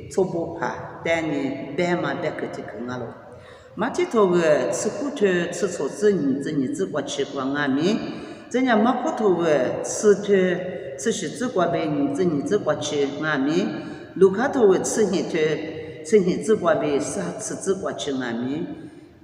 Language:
Lisu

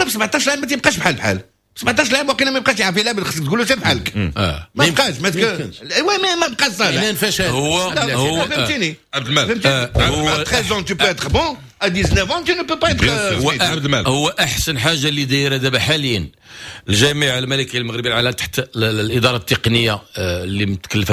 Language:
Moroccan Arabic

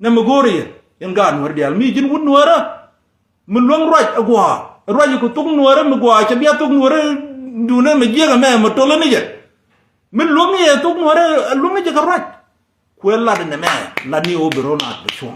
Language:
Nuer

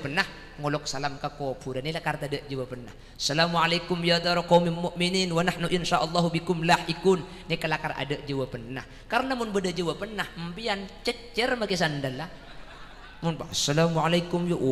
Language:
Madurese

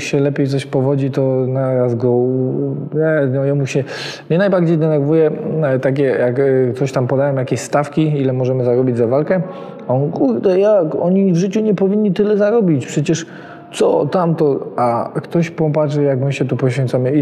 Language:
Polish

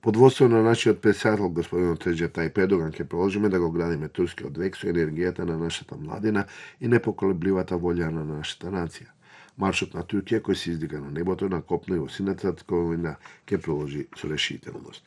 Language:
Macedonian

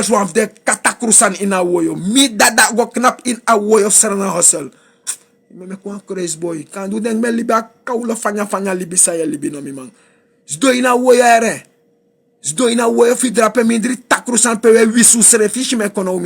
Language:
Sranan Tongo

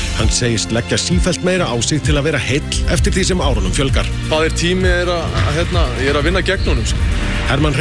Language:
Icelandic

